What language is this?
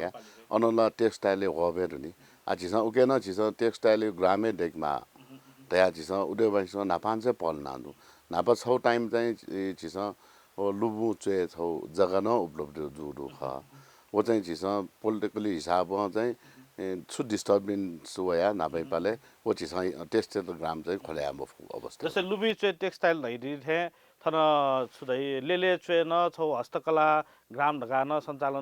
Newari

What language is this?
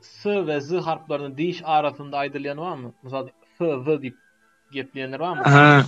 Turkmen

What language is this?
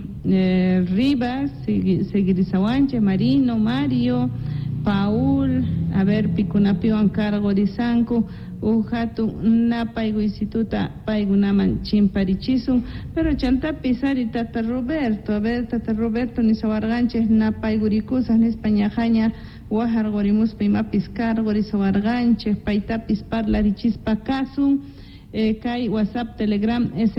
Quechua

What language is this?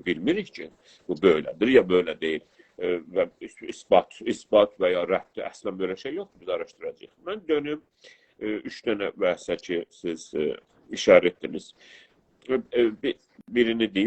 South Azerbaijani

